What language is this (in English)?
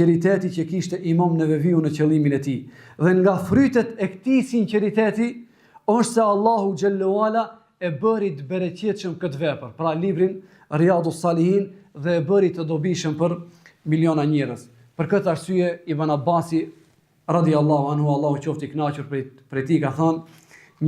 Albanian